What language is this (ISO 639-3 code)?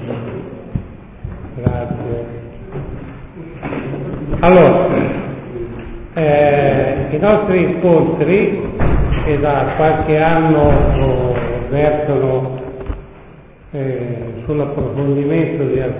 ita